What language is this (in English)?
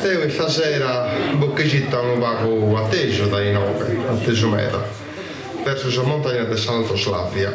Sardinian